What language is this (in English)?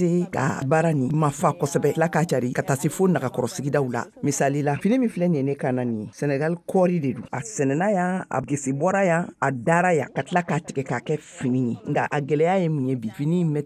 Bambara